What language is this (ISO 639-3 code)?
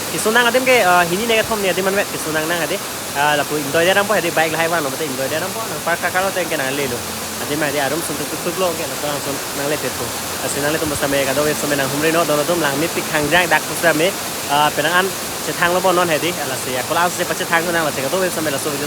mjw